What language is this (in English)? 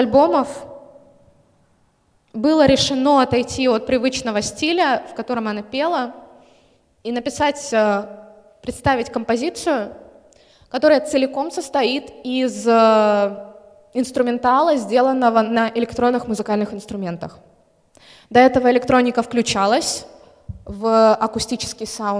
Russian